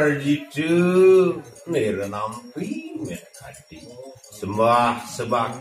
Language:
Balinese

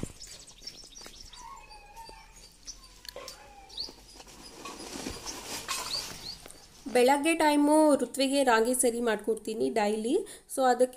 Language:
Kannada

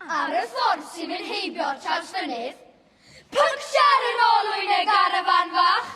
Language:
Welsh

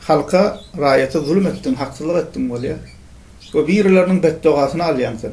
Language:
Turkmen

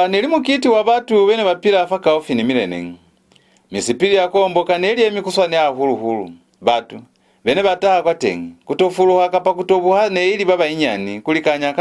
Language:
Lozi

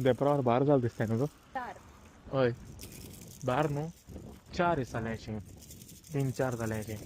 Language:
Konkani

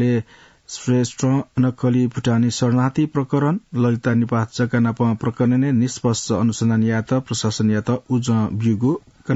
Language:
Newari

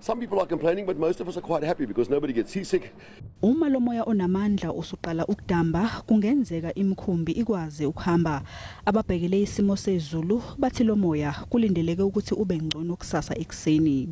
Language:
Zulu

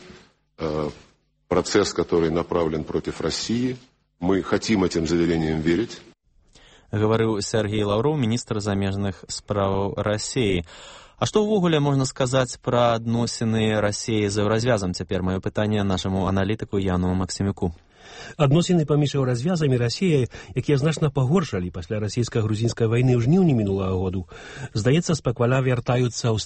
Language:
Belarusian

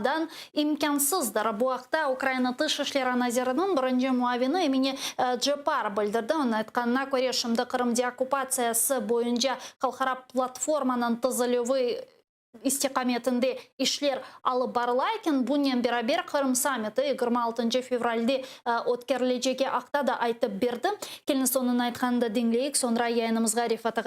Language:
Crimean Tatar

